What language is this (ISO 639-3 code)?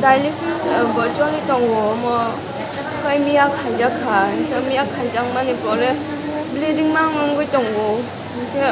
trp